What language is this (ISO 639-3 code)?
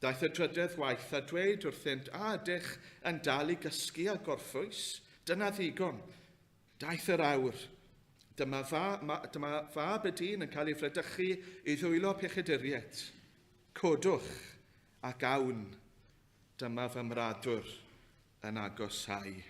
cym